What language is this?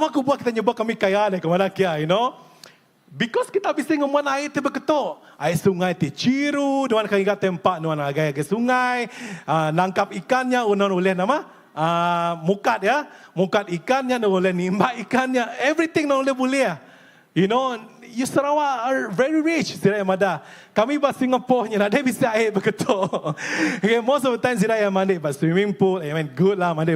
Iban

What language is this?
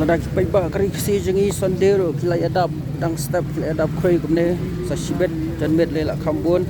Khasi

